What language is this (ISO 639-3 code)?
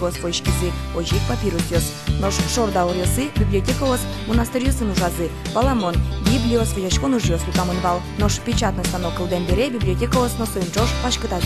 udm